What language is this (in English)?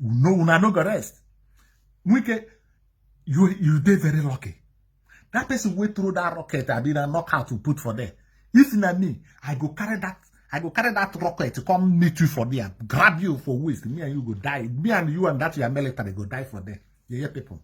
Nigerian Pidgin